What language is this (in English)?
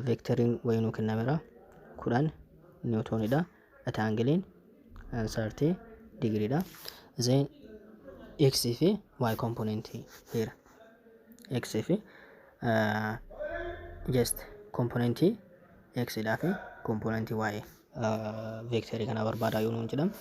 Oromo